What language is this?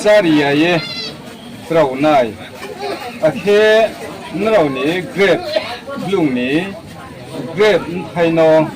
Riang (India)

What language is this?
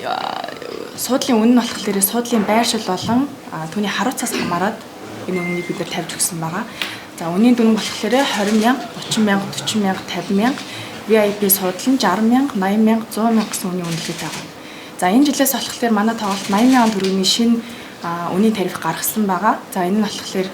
Mongolian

